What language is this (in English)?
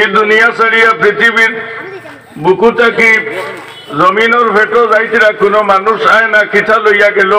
Sylheti